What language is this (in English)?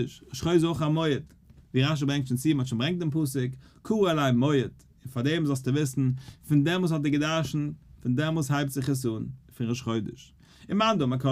Yiddish